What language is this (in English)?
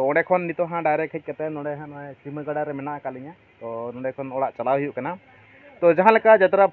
Santali